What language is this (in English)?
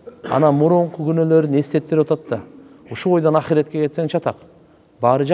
Kyrgyz